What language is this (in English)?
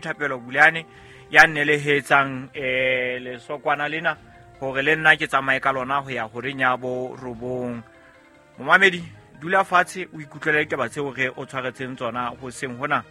Southern Sotho